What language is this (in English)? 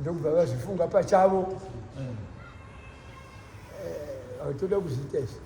Shona